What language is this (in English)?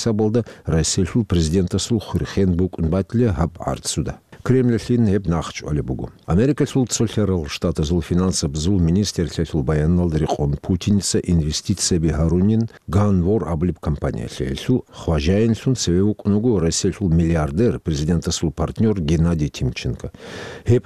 Avaric